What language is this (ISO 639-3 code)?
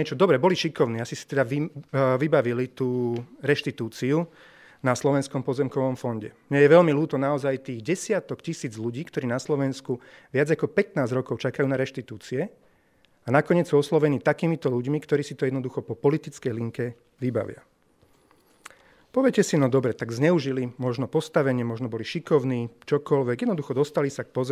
slk